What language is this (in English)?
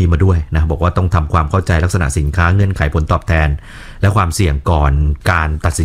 Thai